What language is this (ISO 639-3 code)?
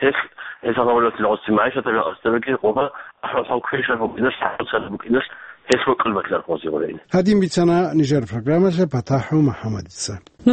ava